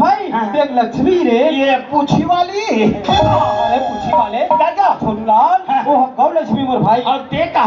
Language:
Chhattisgarhi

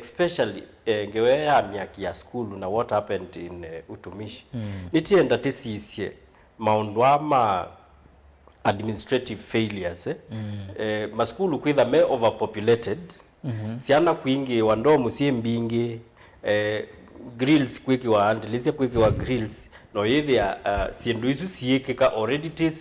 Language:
Kamba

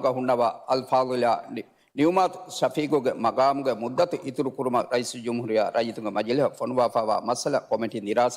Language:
Divehi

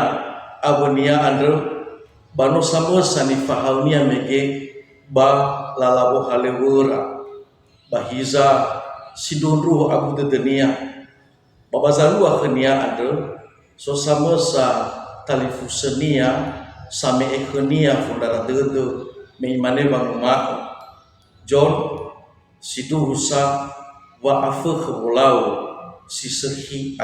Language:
Nias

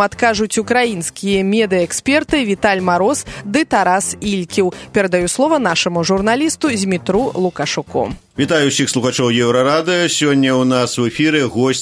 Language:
Belarusian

